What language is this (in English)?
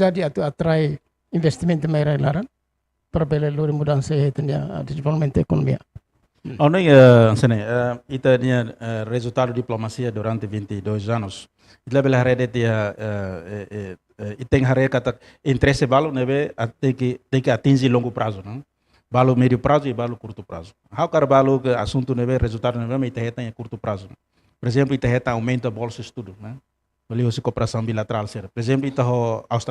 Tetum